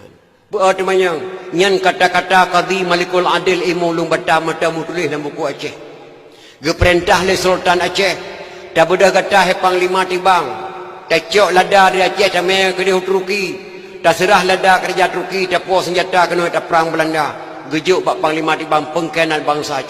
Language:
Achinese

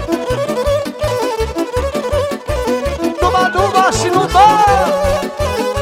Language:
Romanian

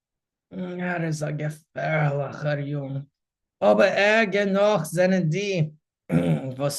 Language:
Yiddish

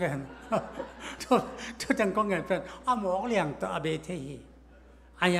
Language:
Thai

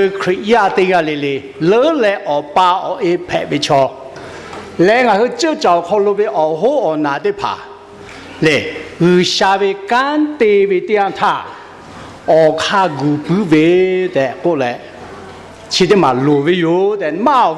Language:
Lahu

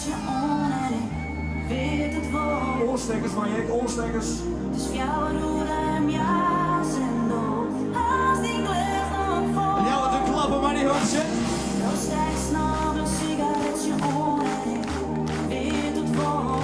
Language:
Western Frisian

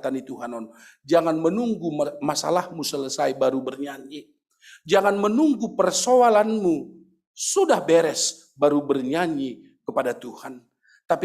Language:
Batak Simalungun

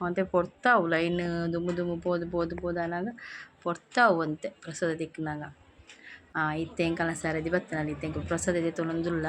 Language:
Tulu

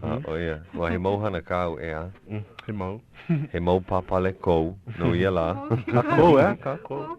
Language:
Hawaiian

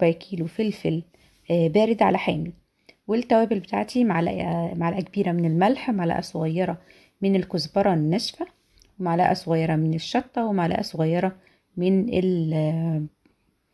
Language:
Egyptian Arabic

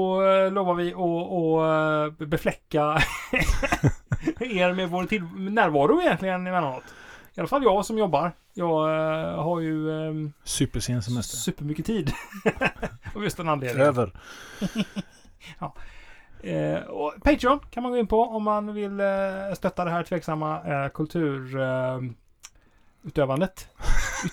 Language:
Swedish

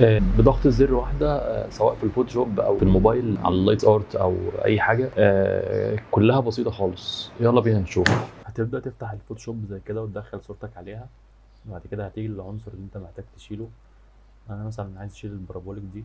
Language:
Egyptian Arabic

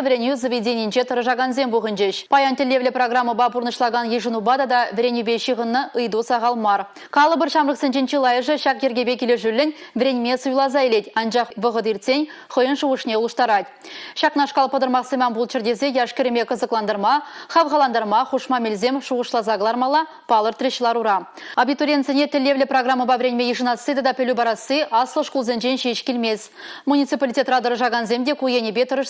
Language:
Chuvash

